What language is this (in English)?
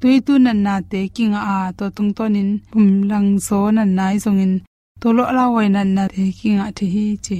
Tedim Chin